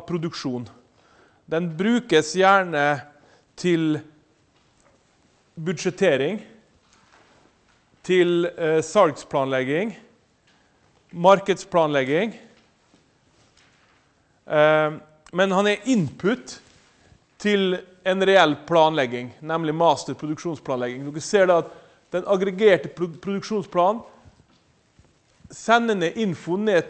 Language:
Norwegian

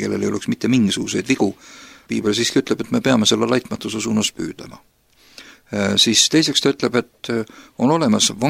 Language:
Estonian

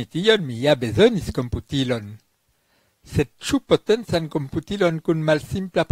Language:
Esperanto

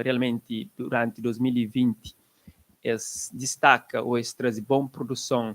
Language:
Kabuverdianu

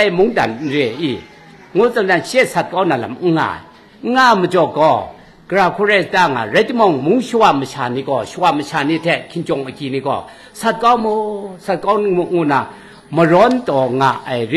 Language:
Kachin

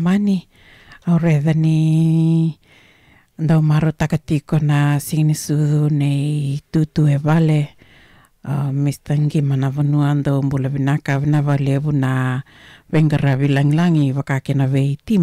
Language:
Fijian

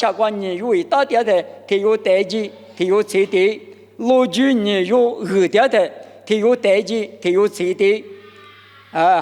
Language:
Lisu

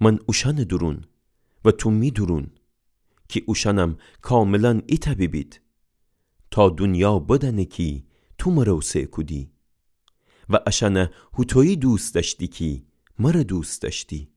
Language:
Gilaki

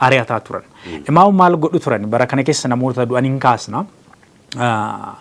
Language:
Oromo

